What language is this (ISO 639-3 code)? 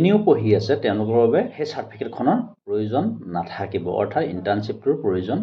asm